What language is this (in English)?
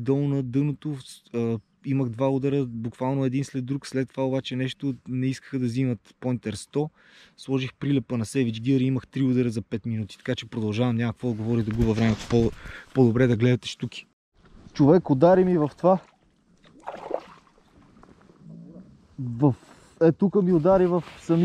Bulgarian